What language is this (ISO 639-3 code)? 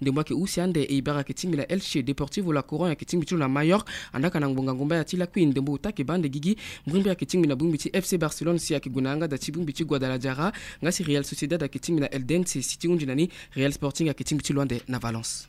sag